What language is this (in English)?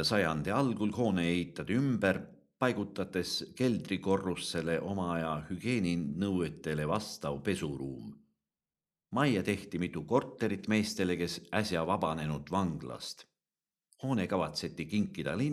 Estonian